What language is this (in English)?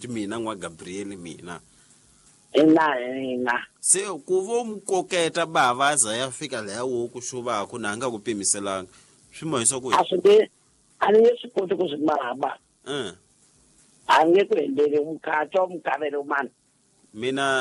Tsonga